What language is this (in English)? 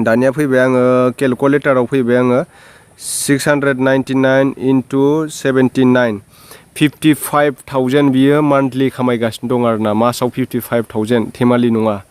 Bodo